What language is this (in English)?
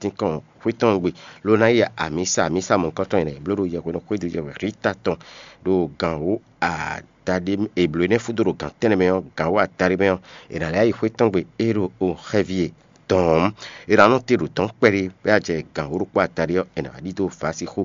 Fon